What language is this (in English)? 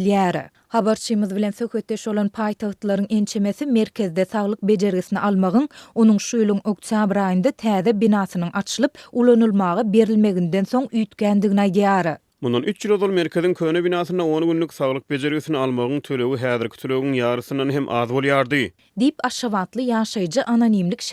Turkmen